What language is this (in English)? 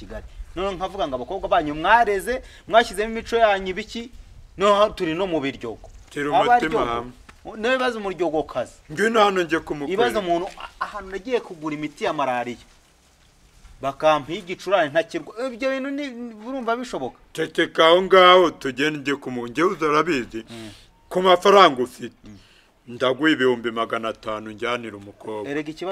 Kinyarwanda